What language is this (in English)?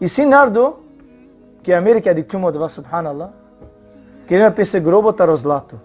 Balkan Romani